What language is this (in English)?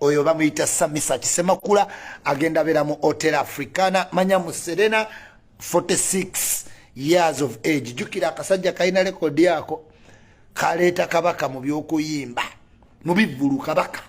Ganda